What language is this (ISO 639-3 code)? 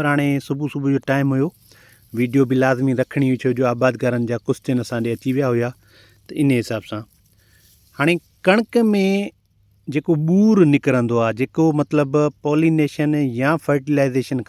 snd